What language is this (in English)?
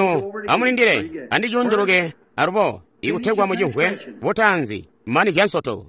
Tonga (Zambia)